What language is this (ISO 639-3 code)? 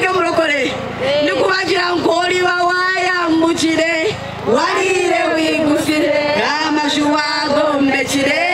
nyn